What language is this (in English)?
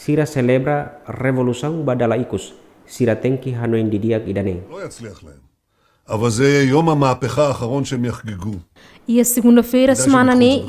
Tetum